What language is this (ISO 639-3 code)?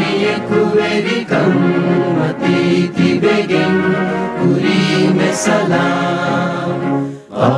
div